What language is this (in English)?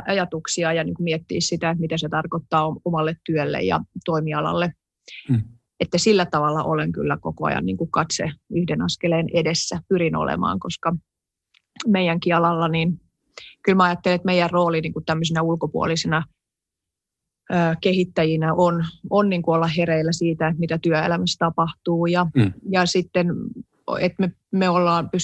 Finnish